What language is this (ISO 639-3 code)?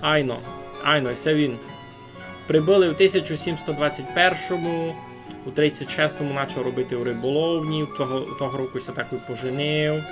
rue